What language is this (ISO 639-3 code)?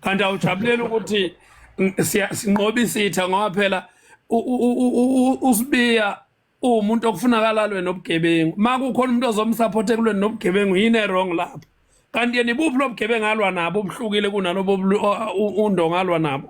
zul